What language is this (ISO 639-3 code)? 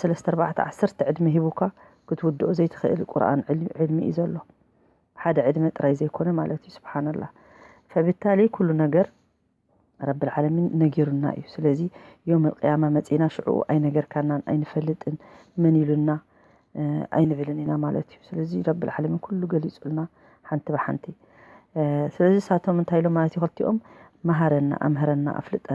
tir